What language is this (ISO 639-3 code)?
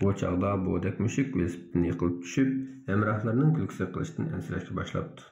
uig